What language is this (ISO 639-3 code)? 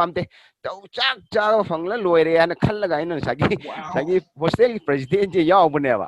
mni